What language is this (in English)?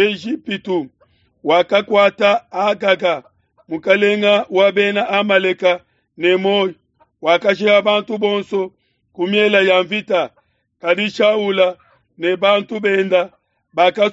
Luba-Lulua